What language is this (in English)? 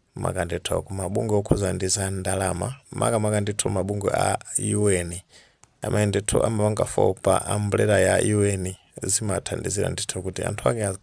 Nyanja